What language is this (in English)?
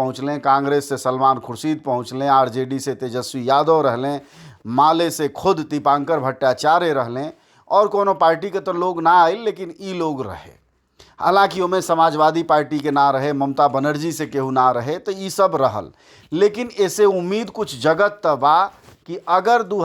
Bhojpuri